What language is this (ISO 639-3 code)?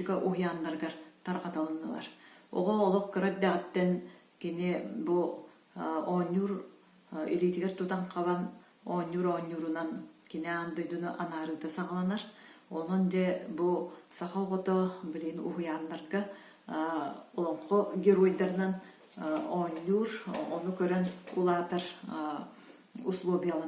sah